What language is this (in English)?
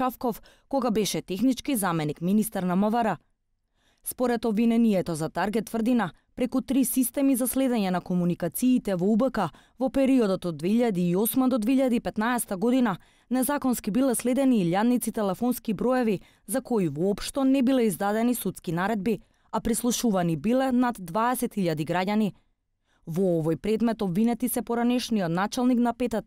Macedonian